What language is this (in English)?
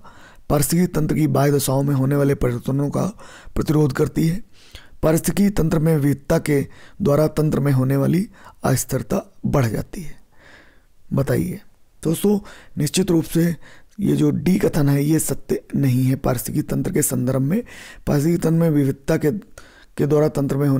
Hindi